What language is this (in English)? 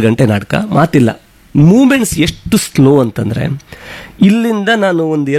Kannada